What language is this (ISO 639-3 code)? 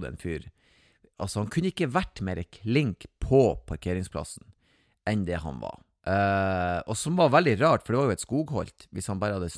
nor